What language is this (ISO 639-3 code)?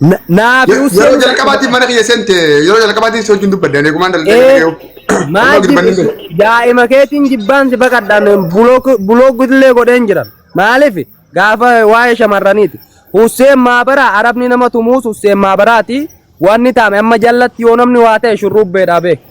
orm